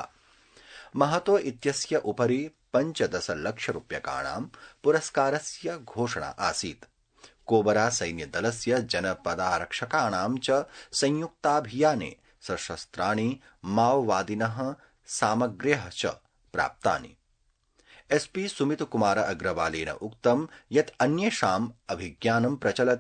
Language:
Sanskrit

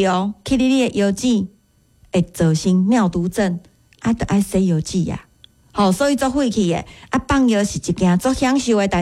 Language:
Min Nan Chinese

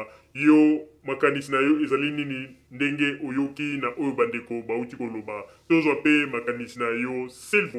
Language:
Lingala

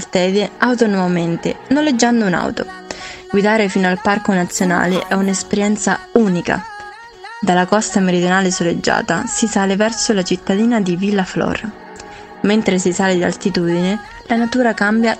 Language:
Italian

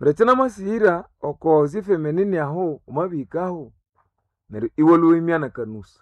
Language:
Nande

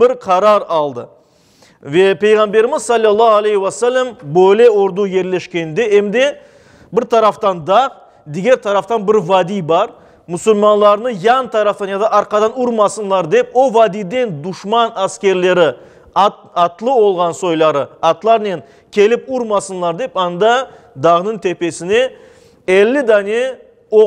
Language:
Crimean Tatar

